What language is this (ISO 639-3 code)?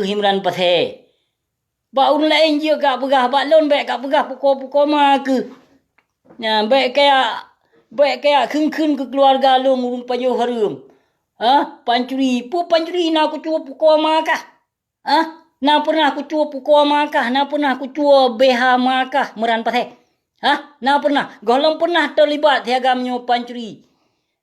ace